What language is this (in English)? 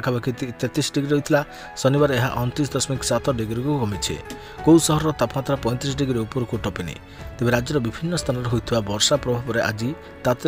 Odia